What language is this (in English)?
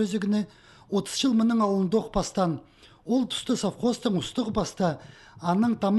Khakas